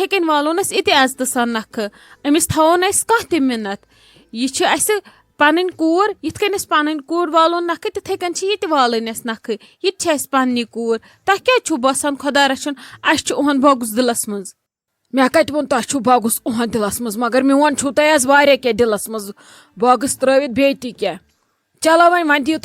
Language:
Kashmiri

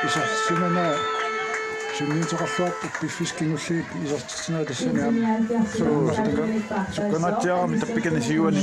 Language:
Kalaallisut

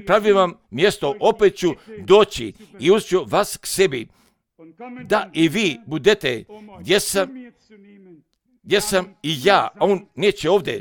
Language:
Croatian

